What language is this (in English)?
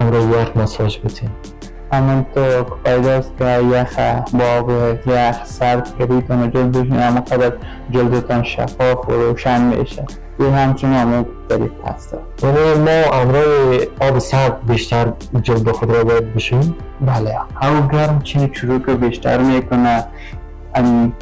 Persian